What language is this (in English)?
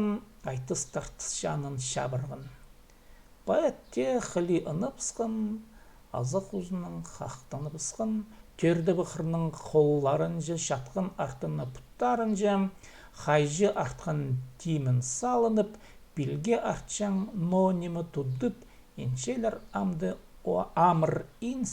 Khakas